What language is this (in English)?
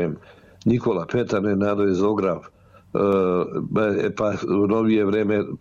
Serbian